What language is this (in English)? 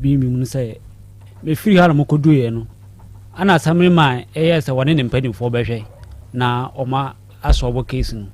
Akan